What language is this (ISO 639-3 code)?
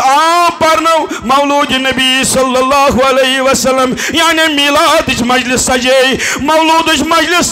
kas